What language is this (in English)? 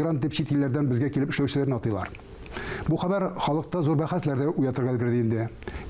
Tatar